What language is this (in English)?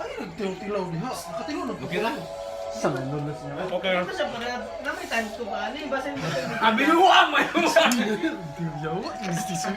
Cebuano